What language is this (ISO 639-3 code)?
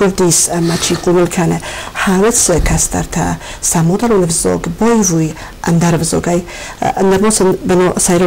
oss